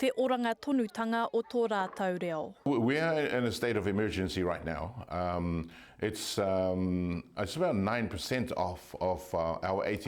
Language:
Māori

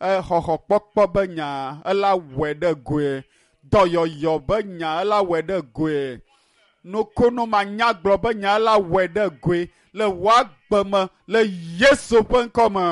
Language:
Ewe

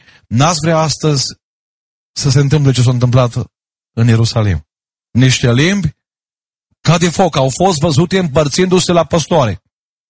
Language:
Romanian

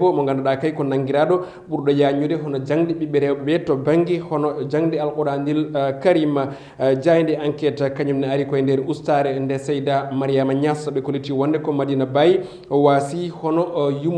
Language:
Fula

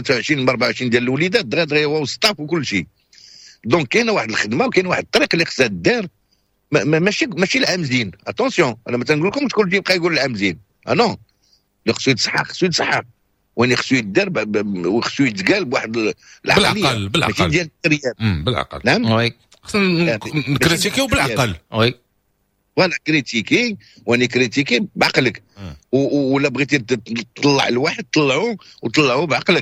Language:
Moroccan Arabic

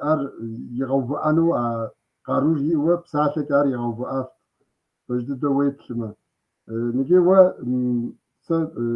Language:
Kabardian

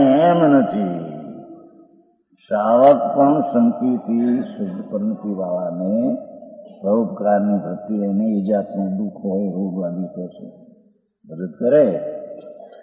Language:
Gujarati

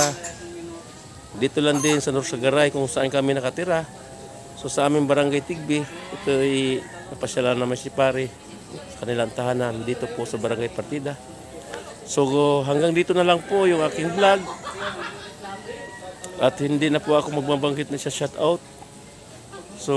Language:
Filipino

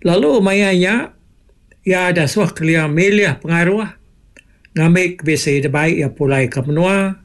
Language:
Iban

